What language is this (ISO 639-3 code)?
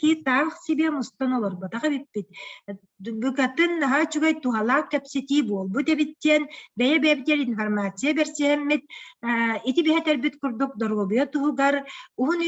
sah